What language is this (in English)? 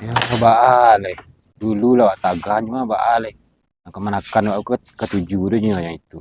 Minangkabau